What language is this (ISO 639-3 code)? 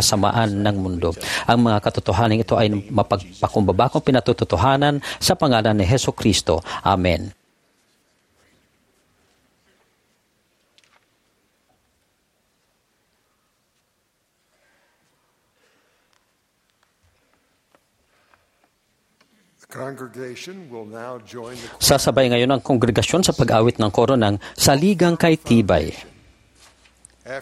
fil